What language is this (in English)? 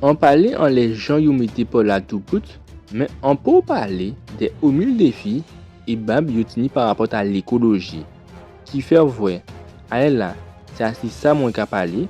Guadeloupean Creole French